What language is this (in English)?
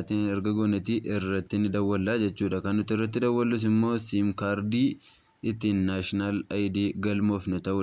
Oromo